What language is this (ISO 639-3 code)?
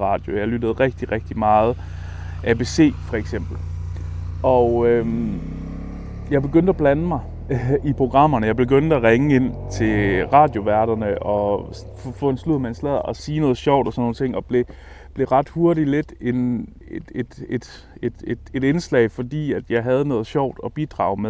dan